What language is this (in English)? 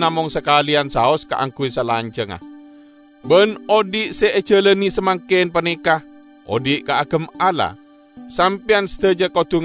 Madurese